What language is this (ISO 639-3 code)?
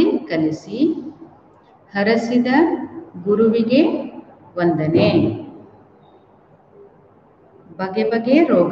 kan